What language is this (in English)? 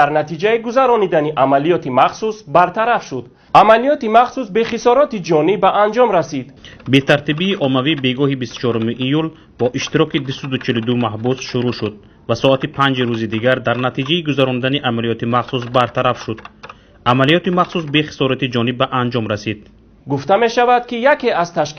Tajik